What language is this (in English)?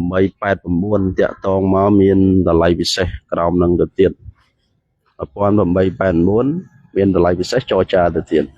Khmer